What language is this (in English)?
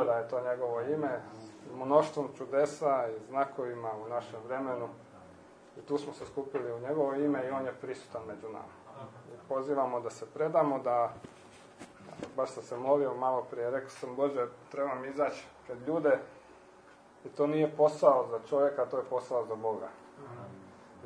Croatian